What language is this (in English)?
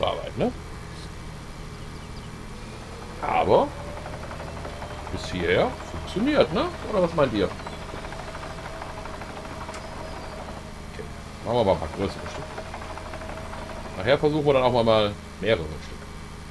German